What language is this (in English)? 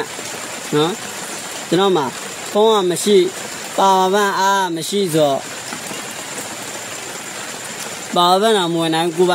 Burmese